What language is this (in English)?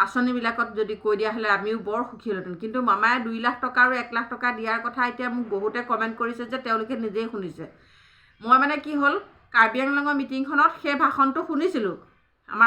Assamese